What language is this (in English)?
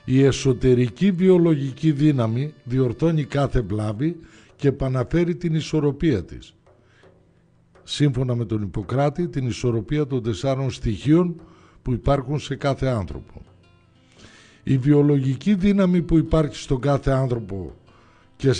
Greek